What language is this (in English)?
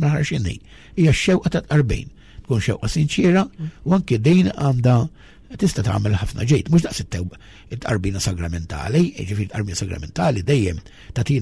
Maltese